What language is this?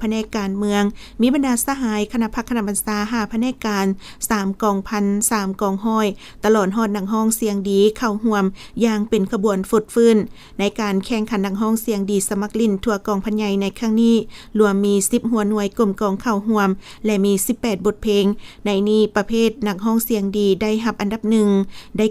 Lao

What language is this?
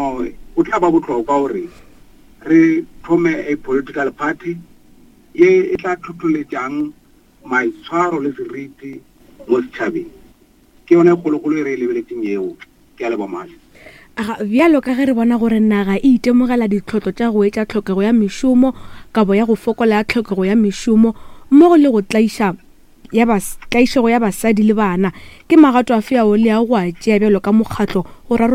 Northern Sotho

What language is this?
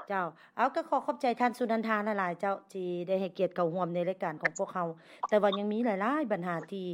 Lao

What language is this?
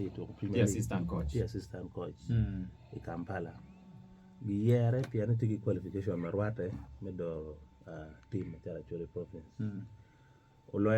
Acoli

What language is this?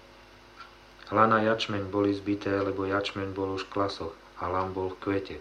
Slovak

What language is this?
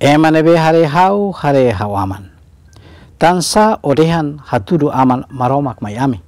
Tetum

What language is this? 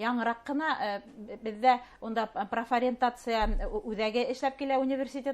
Bashkir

